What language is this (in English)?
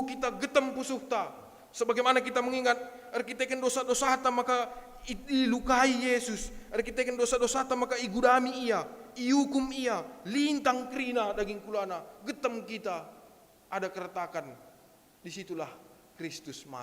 Batak Karo